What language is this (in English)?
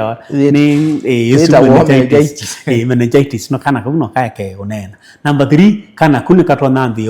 Kamba